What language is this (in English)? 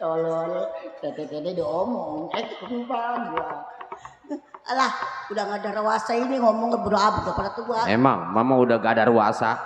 Betawi